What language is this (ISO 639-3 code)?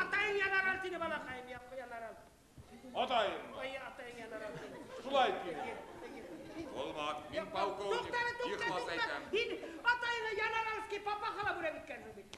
bak